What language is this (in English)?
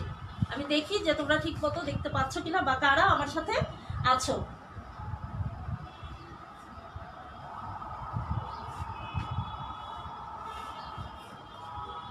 Bangla